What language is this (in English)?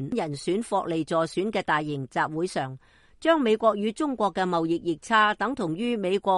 Cantonese